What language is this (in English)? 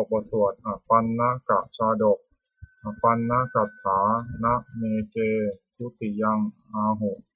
Pali